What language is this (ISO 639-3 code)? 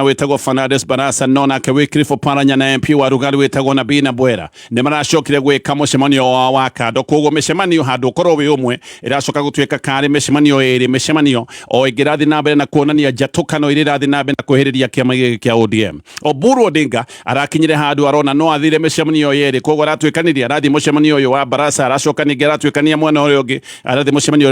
kik